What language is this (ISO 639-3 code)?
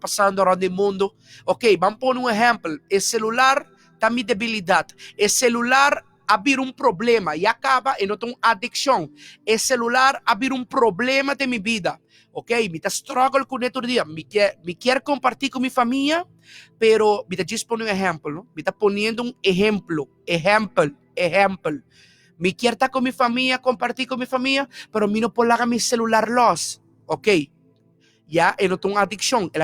pap